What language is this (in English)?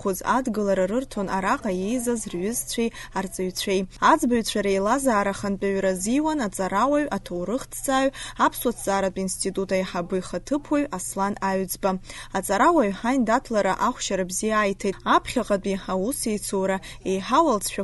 Abkhazian